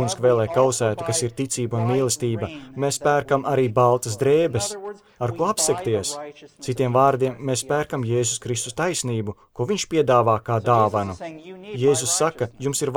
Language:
Latvian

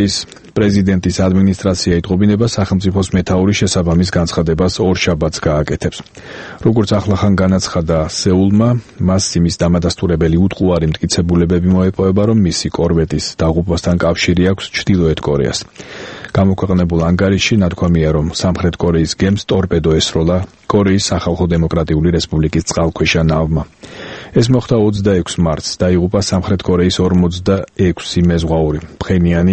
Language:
Georgian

